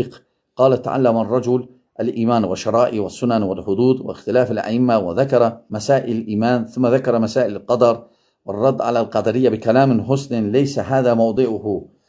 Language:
Azerbaijani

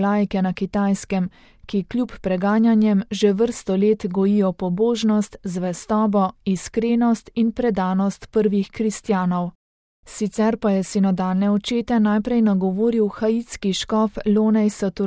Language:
Slovenian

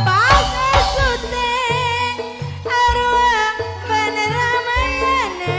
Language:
Madurese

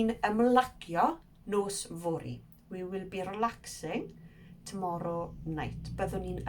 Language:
Welsh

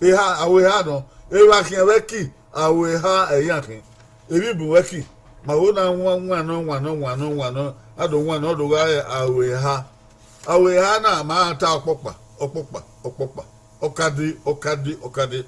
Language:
Bini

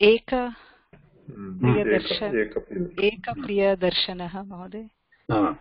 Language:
Sanskrit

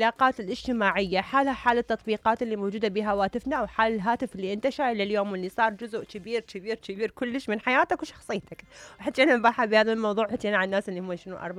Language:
Mesopotamian Arabic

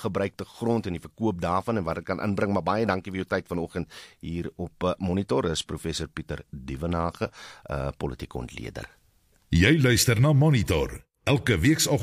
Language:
Afrikaans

